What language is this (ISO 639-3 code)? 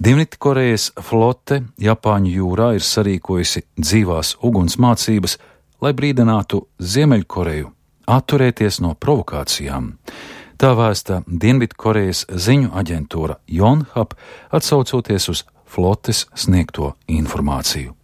lav